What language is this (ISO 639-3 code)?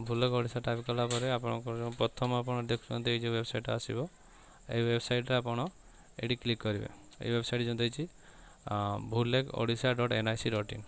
ori